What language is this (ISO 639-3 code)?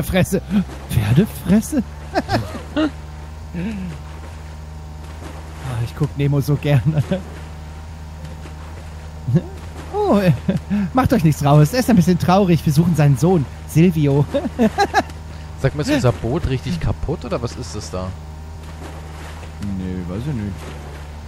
deu